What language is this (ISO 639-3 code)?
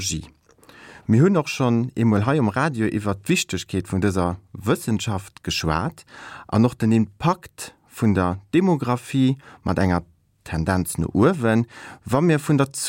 ltz